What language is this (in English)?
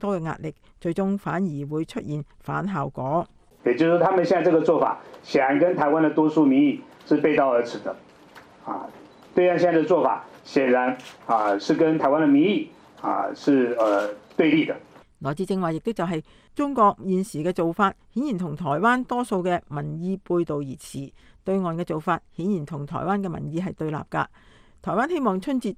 Cantonese